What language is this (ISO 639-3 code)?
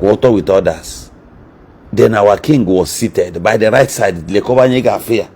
ibo